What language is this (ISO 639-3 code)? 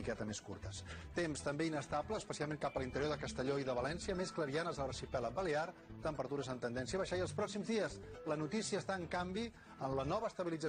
cat